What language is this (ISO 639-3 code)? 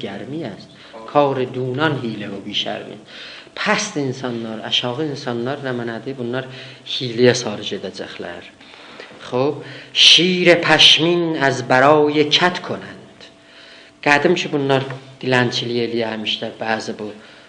azb